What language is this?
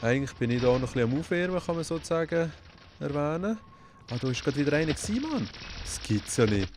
Swiss German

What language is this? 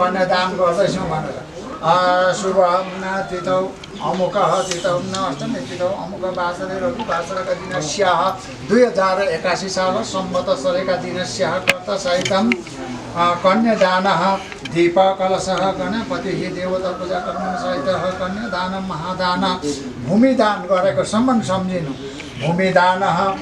Nepali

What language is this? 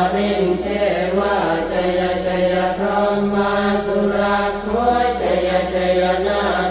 Pali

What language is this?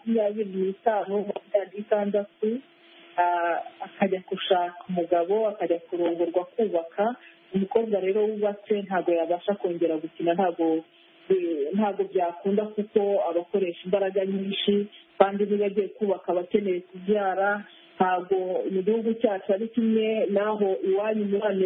Kinyarwanda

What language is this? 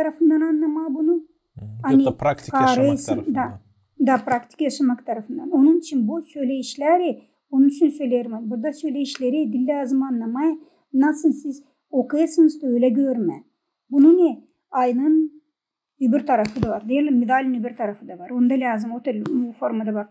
Gagauz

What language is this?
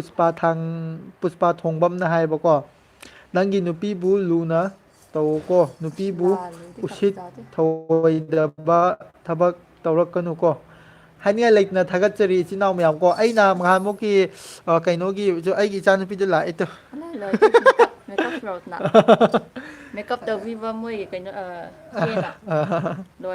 Manipuri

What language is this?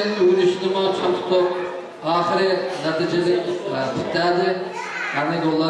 Uyghur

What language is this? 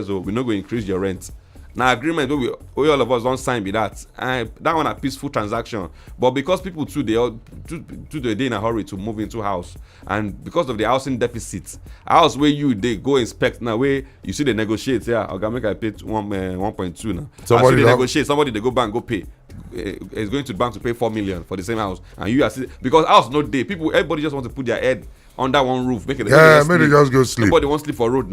Nigerian Pidgin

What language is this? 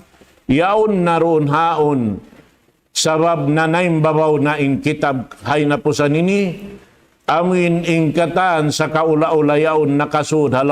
Tausug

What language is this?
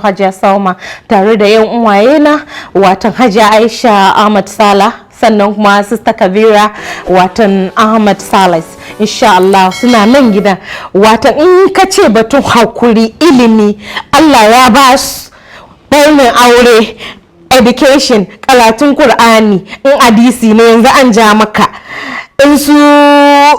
Hausa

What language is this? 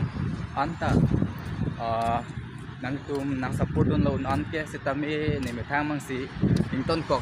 Karbi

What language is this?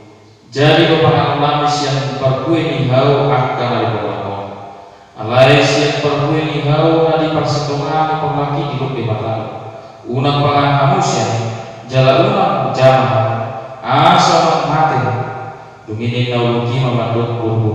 Batak Toba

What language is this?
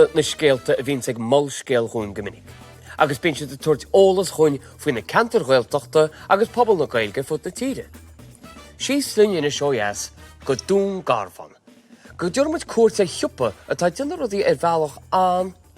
Irish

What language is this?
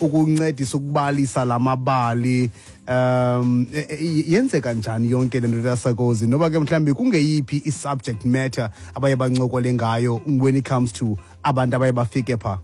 Xhosa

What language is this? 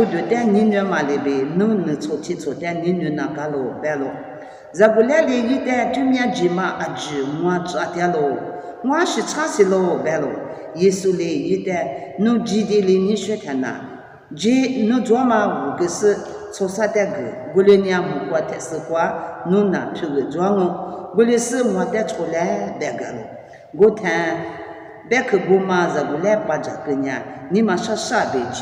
Lisu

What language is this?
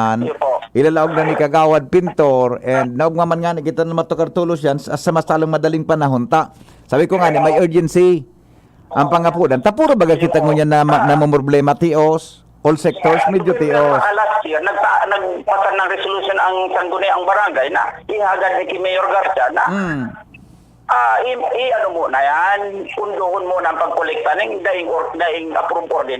Bikol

